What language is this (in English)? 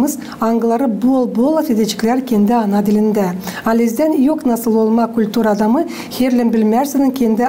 Gagauz